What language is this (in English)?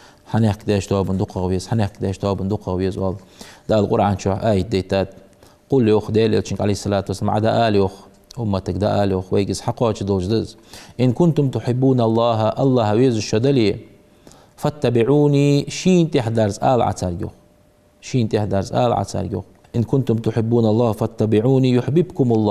Ingush